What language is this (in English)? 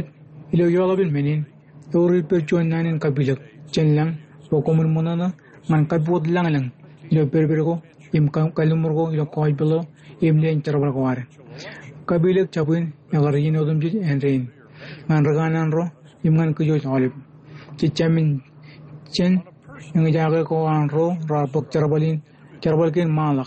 Marshallese